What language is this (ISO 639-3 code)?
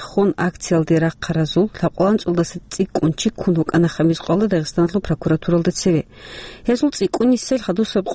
ava